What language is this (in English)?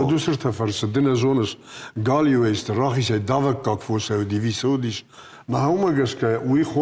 Ossetic